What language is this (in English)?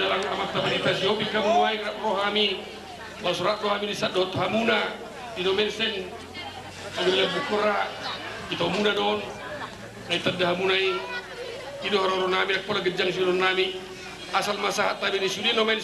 Batak Toba